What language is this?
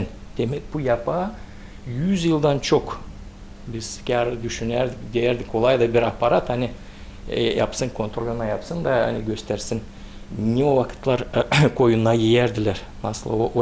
Gagauz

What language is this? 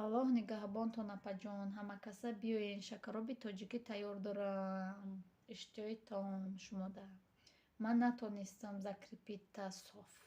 Tajik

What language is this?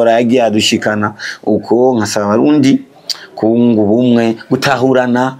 Rundi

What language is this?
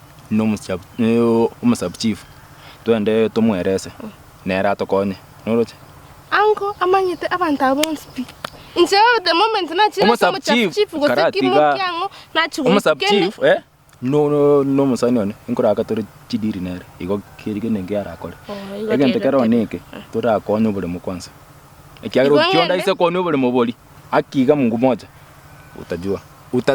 Gusii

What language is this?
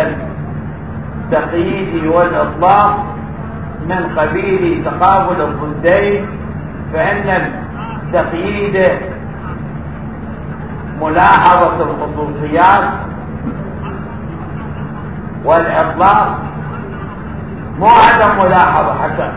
Arabic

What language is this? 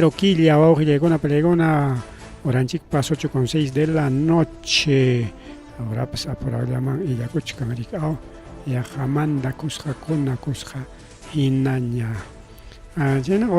Ayacucho Quechua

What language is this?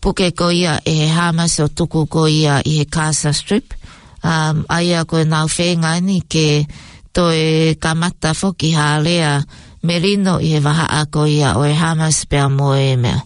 Tongan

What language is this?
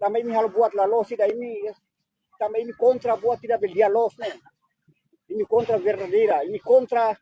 Tetum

